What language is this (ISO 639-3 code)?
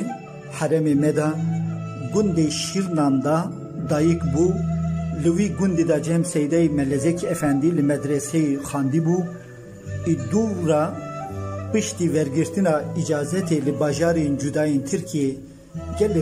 kur